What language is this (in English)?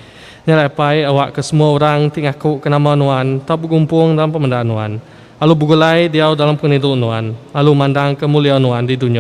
Iban